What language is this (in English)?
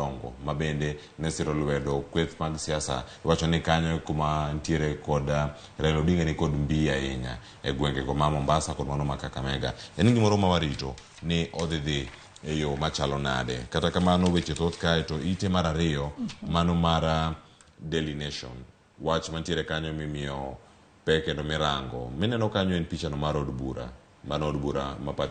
Luo (Kenya and Tanzania)